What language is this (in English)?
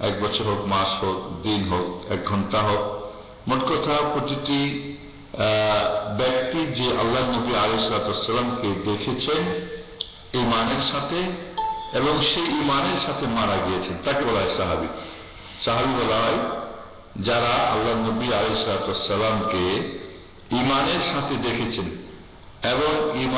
Bangla